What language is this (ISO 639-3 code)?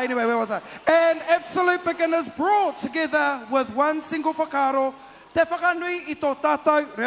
mri